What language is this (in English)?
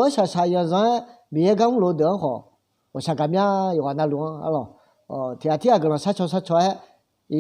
Akha